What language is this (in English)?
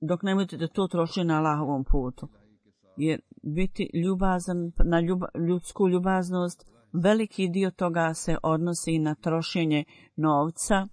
Bosnian